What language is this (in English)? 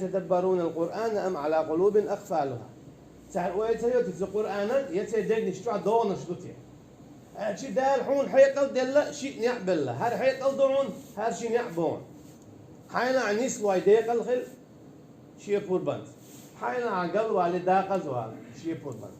Chechen